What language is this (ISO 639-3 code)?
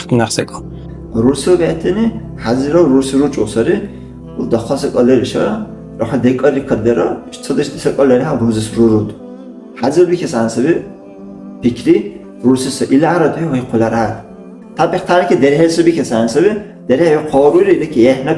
dar